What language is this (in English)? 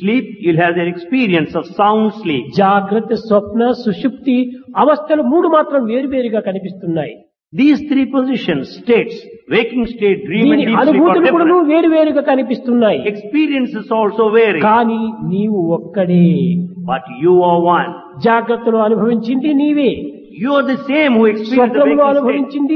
Telugu